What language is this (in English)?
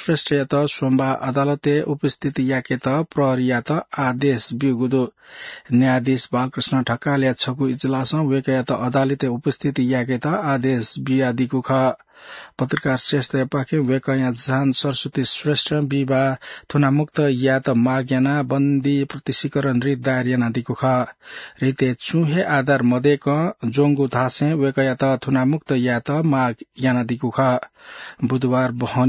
Newari